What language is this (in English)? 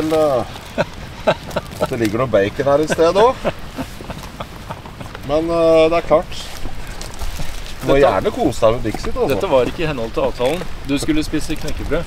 Norwegian